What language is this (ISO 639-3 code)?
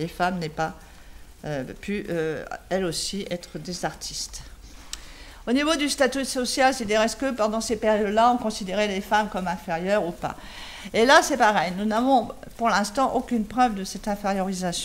fra